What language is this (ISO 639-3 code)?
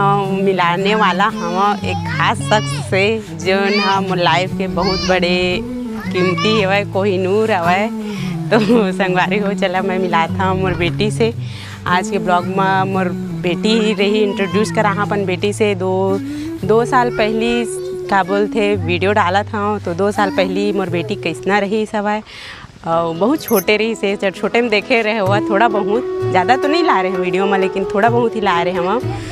hne